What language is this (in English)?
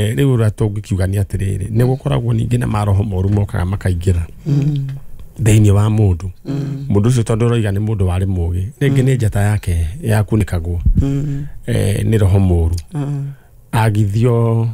Kikuyu